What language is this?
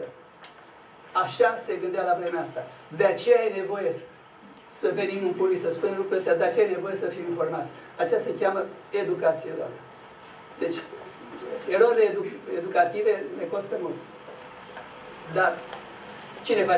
Romanian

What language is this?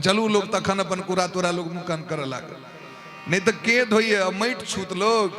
Maithili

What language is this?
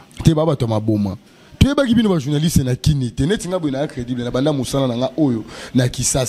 Lingala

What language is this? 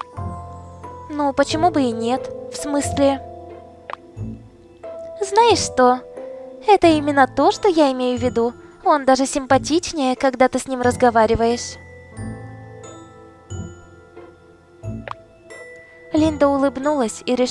Russian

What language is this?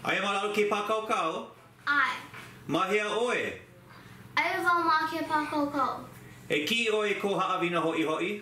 Hawaiian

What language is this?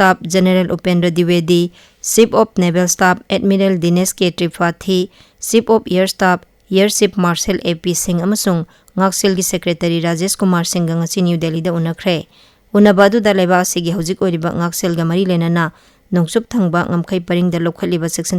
Manipuri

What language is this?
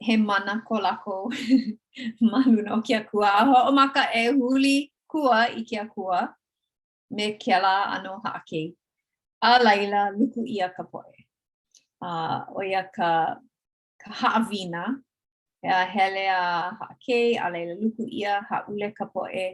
Hawaiian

